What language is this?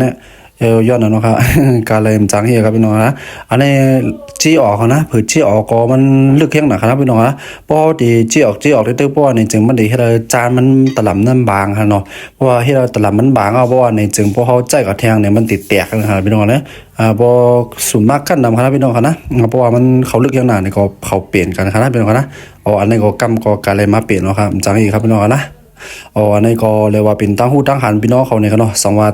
Shan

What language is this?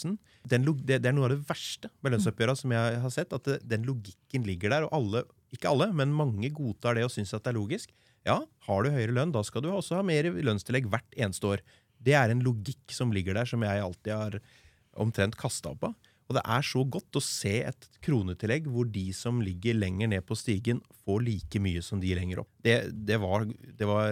Norwegian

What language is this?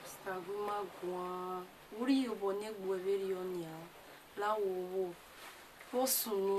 Bini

